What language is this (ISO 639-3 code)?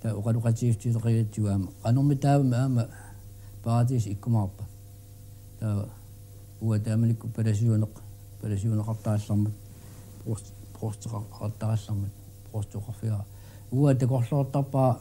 kal